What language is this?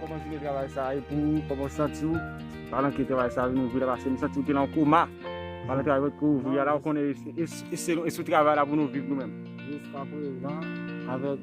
Haitian Creole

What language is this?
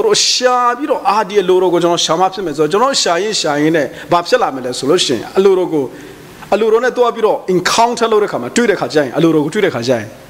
Burmese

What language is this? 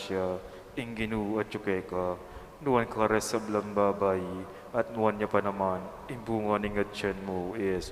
Pampanga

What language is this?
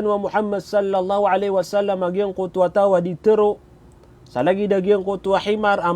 Maranao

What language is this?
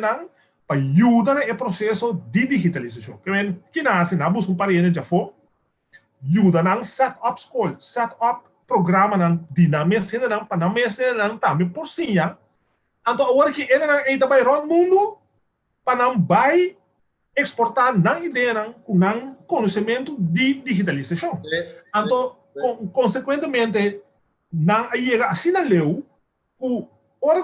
Papiamento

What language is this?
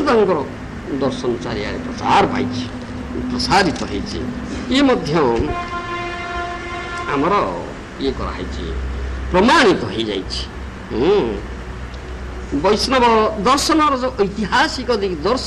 Odia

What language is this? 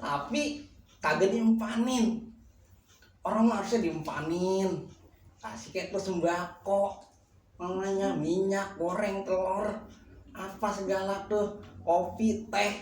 Betawi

